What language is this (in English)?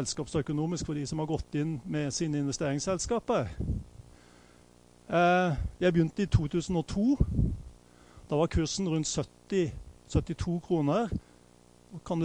Norwegian